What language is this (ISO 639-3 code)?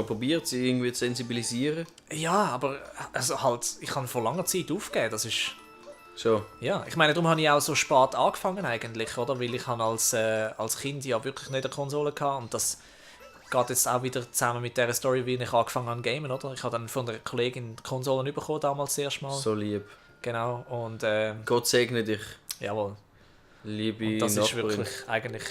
gsw